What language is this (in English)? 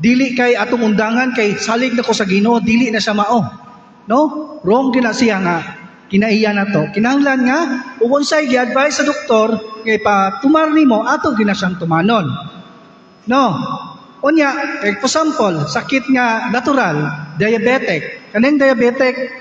Cebuano